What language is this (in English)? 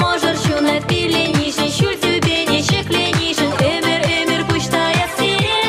Chuvash